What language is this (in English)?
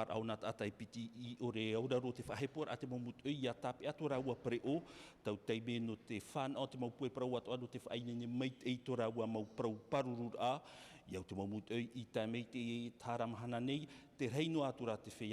Tahitian